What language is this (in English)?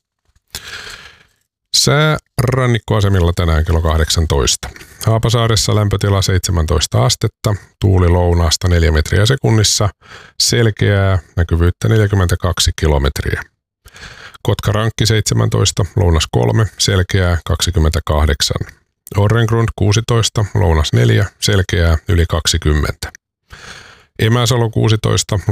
Finnish